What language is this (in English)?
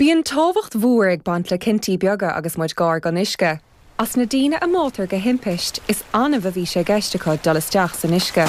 Irish